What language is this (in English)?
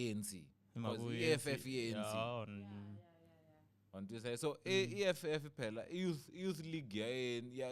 Tsonga